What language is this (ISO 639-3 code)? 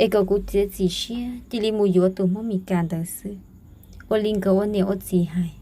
hmn